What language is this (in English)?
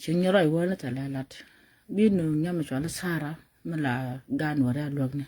Nuer